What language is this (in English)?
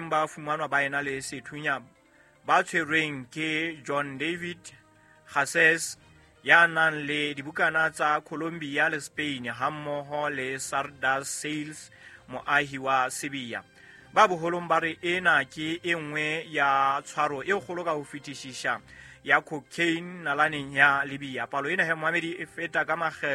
Southern Sotho